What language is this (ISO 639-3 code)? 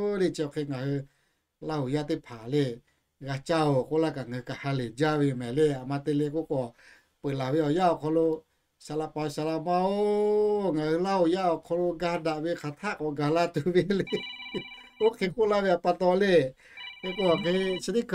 lhu